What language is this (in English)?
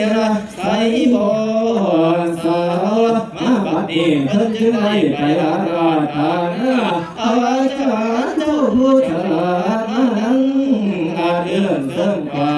Northeastern Thai